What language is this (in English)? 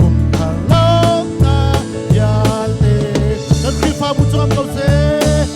Hakha Chin